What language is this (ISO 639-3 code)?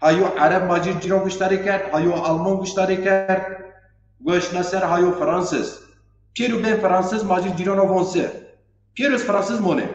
zza